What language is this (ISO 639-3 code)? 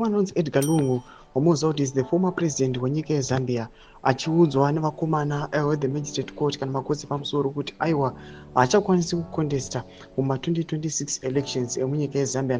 sna